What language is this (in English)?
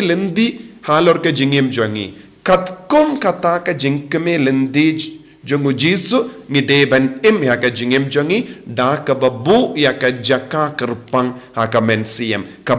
Khasi